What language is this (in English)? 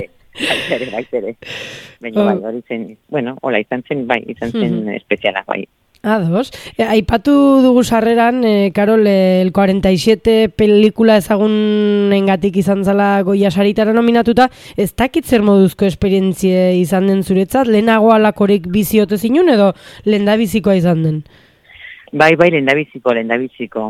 Basque